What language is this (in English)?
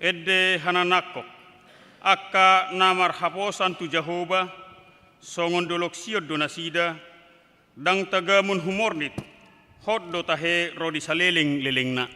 Batak Toba